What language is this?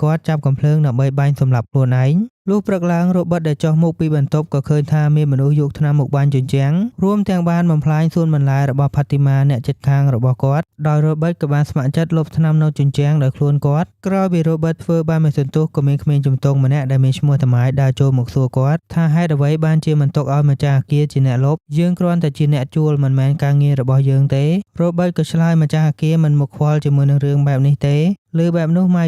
Khmer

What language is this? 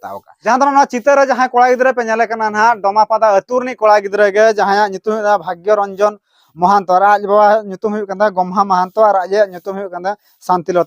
Santali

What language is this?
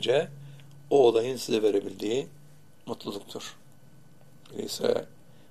Turkish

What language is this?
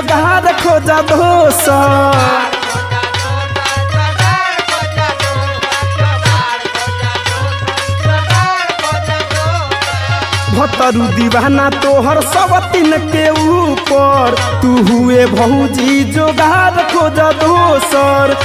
Bhojpuri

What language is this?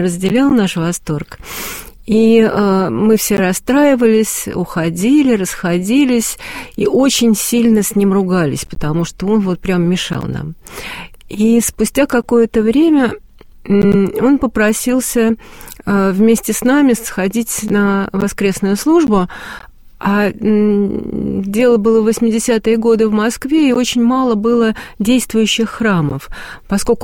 Russian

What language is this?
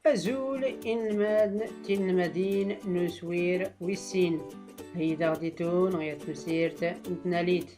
Tachelhit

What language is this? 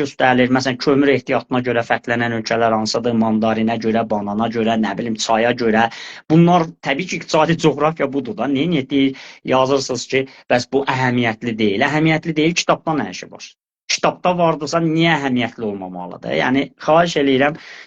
Azerbaijani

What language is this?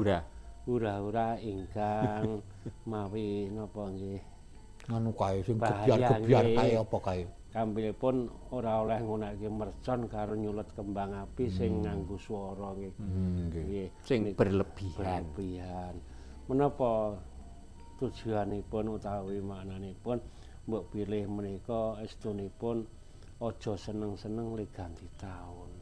Javanese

